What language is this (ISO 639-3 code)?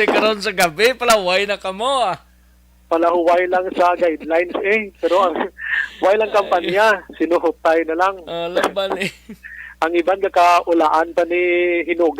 hil